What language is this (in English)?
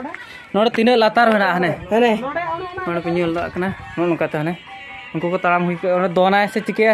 Santali